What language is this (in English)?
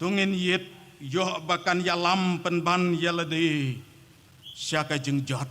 Khasi